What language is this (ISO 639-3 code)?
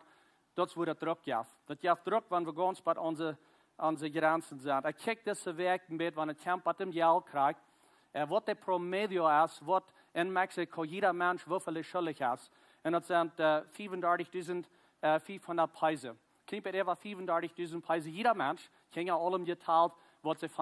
pdt